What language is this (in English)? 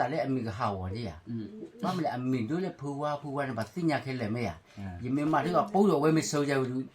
S'gaw Karen